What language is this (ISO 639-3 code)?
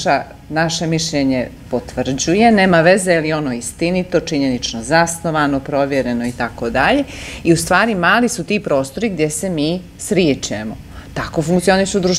bos